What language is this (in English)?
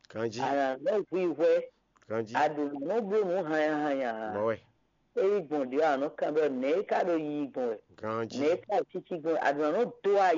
Fon